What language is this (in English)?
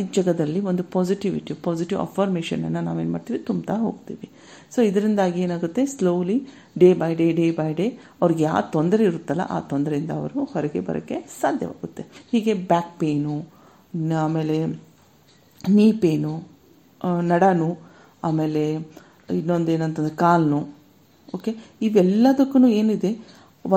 Kannada